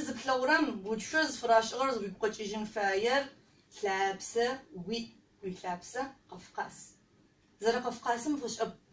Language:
Adyghe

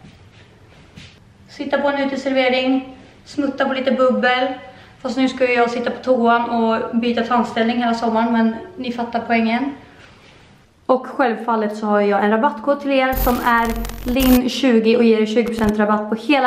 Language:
Swedish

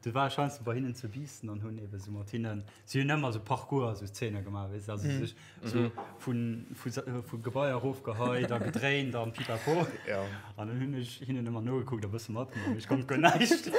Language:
Luxembourgish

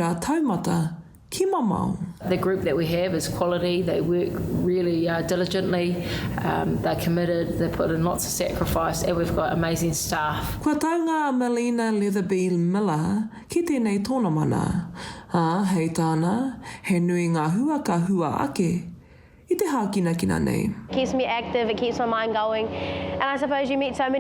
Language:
Māori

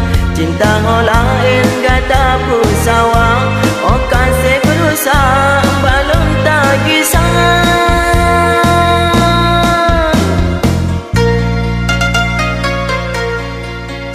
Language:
Achinese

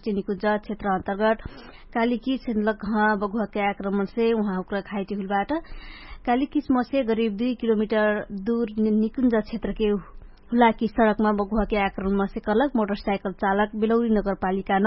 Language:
Dangaura Tharu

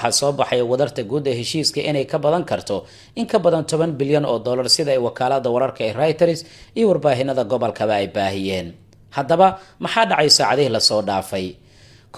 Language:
Somali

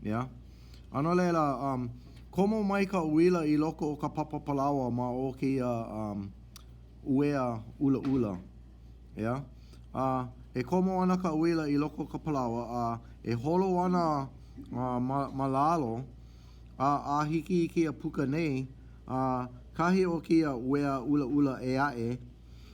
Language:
Hawaiian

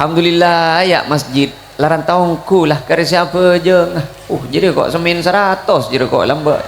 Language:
Madurese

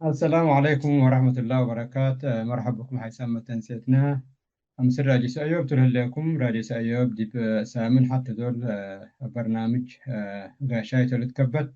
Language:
Tigre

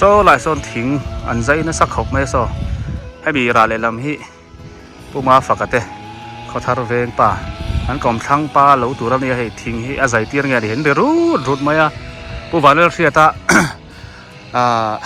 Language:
Biete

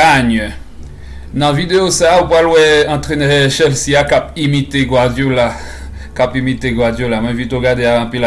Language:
Haitian Creole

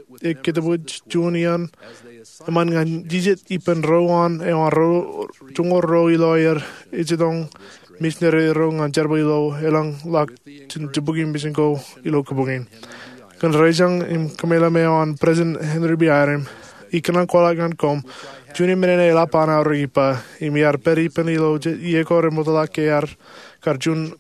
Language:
Marshallese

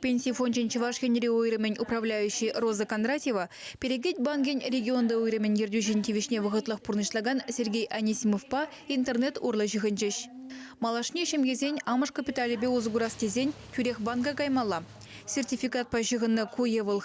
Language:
Chuvash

